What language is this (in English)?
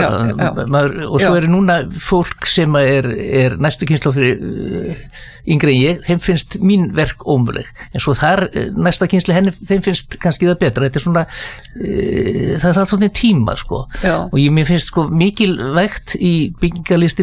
Icelandic